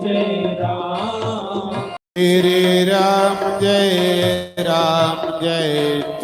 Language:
Dogri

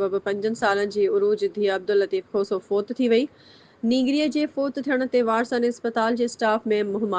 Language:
Sindhi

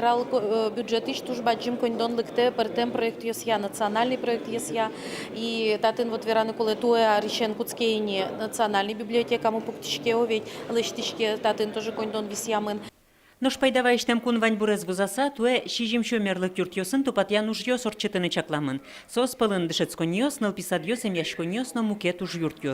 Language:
Udmurt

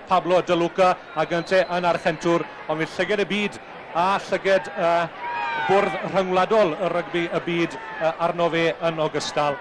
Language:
Welsh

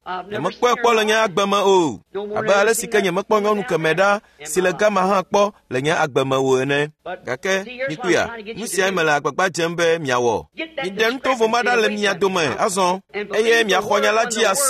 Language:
Ewe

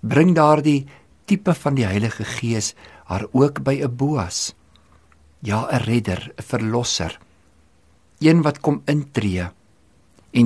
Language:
Afrikaans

